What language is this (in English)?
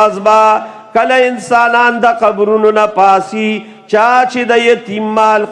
Pashto